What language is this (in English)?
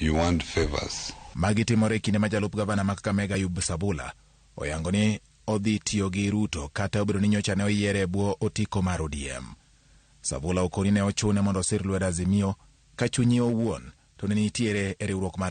Luo (Kenya and Tanzania)